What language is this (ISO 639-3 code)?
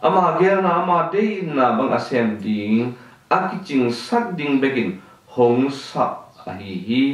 ctd